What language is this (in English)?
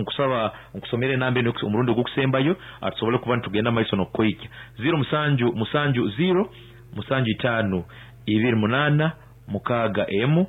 Nyankole